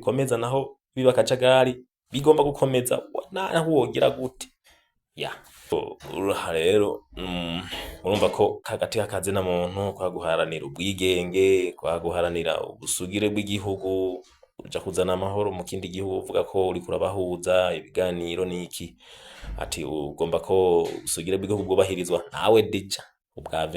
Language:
Rundi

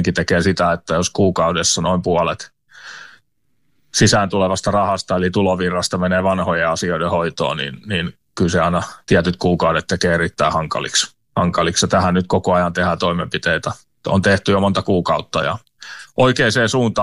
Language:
Finnish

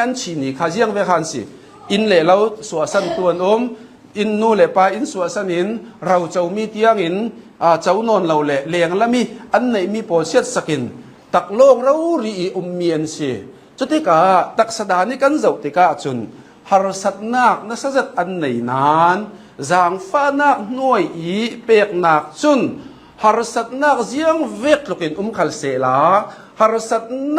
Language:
Hakha Chin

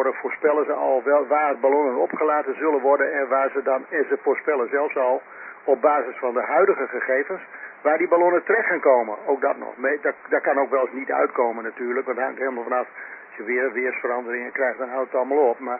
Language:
Dutch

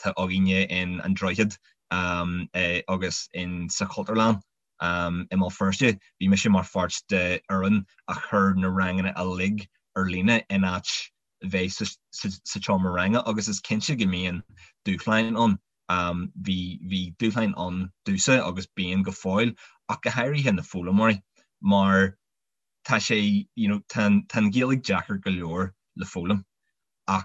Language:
Irish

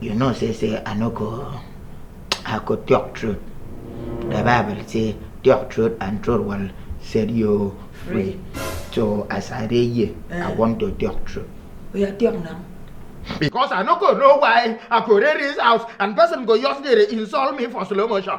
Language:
Nigerian Pidgin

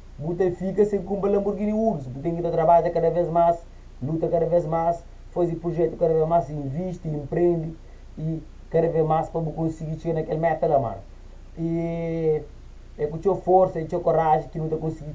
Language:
Kabuverdianu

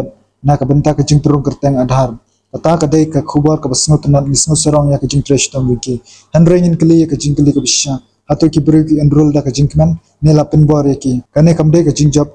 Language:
Khasi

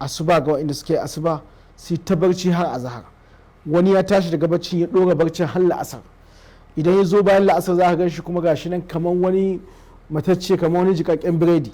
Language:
Hausa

